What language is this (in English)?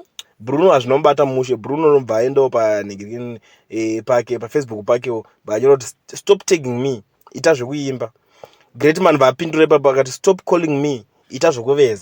Shona